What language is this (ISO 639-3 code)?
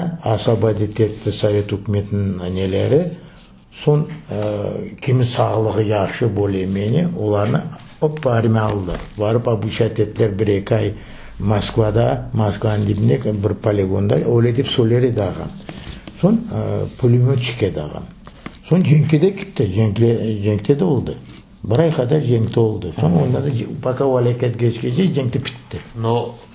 crh